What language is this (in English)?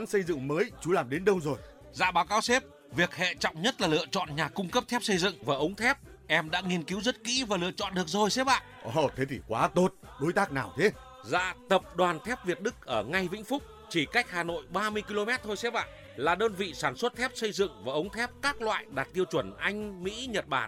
Vietnamese